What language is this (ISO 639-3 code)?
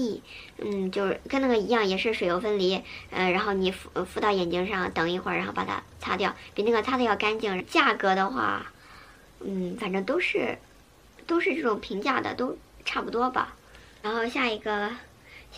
zho